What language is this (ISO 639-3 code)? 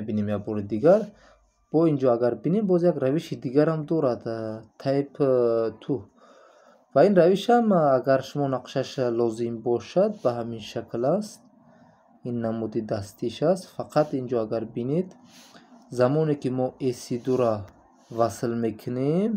tgk